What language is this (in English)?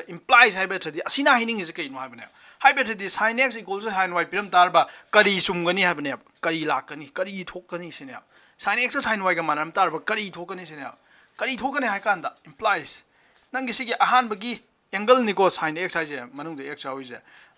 Manipuri